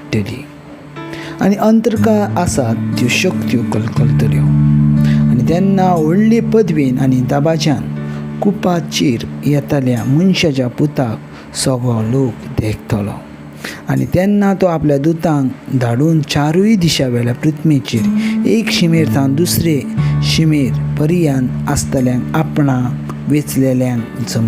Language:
Konkani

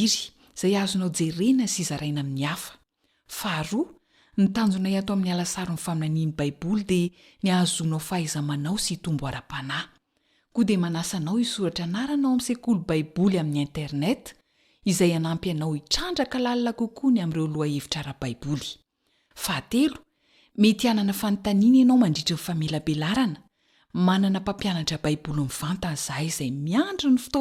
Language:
Malagasy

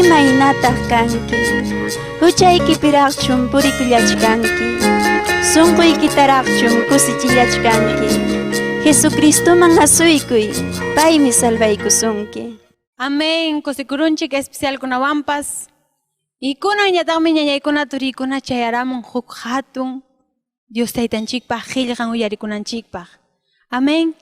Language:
Ayacucho Quechua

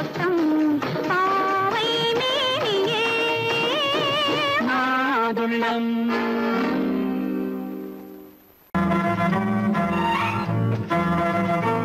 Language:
Tamil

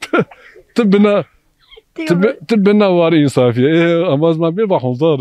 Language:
Zaza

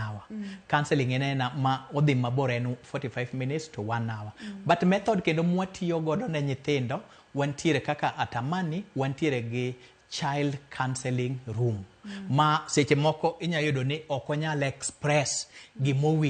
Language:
Luo (Kenya and Tanzania)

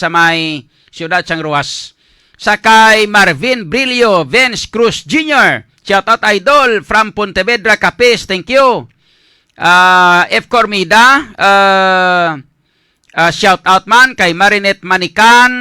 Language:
Hiligaynon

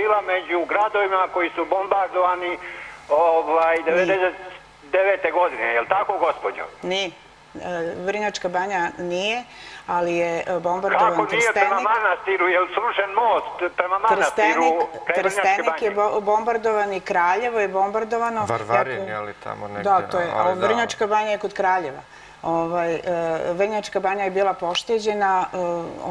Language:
Serbian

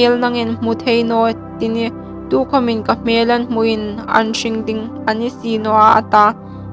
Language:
Hmar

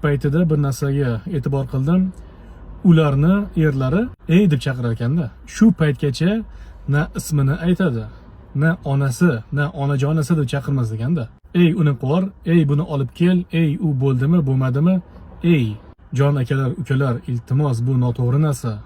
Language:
Uzbek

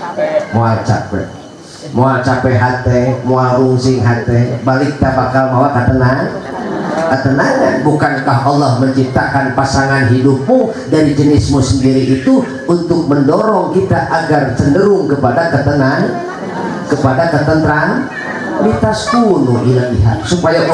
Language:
Sundanese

